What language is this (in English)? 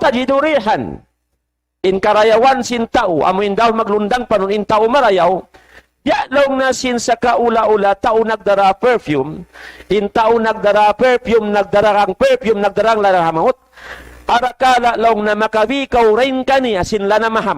Tausug